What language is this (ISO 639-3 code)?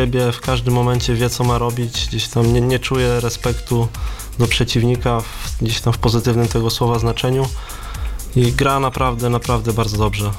pol